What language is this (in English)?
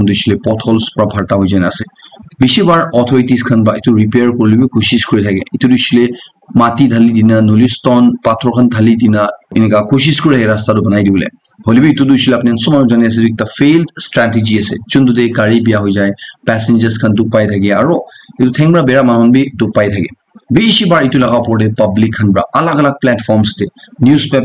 Naga Pidgin